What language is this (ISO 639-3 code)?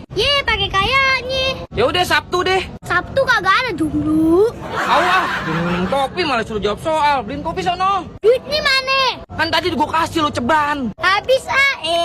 bew